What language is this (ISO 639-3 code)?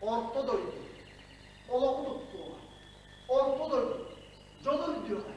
sah